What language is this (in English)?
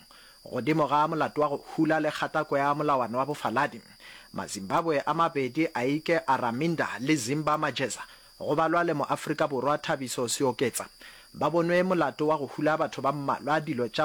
Northern Sotho